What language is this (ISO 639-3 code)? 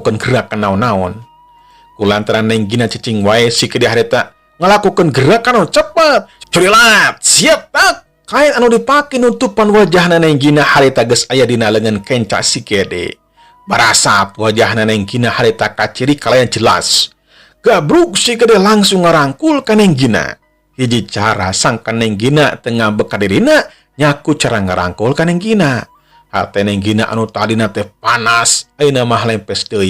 sun